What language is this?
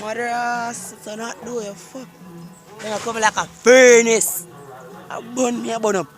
Jamaican Creole English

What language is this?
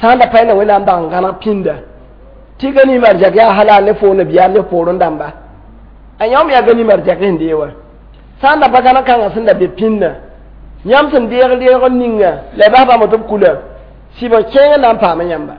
Mossi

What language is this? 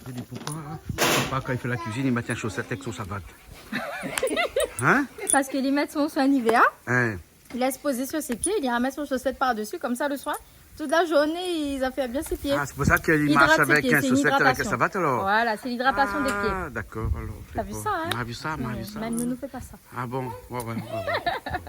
Réunion Creole French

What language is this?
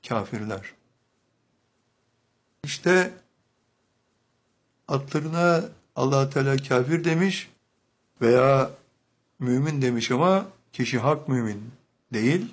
Turkish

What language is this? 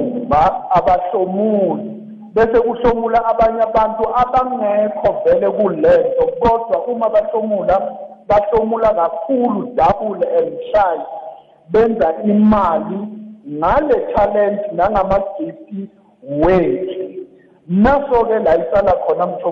South Ndebele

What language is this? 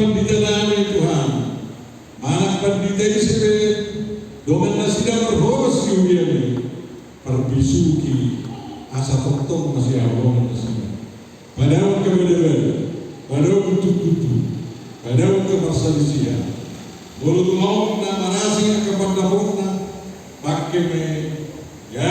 Batak Toba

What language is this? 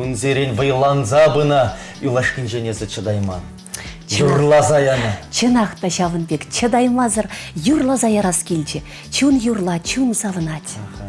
Chuvash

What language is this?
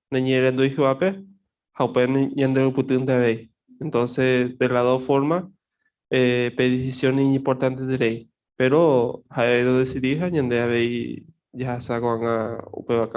Guarani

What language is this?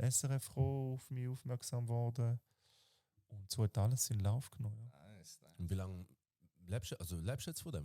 Swiss German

